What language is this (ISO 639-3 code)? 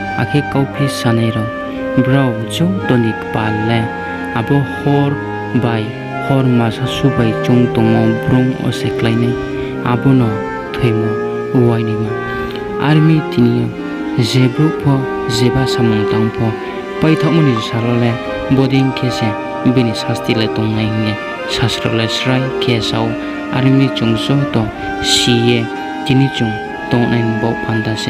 ria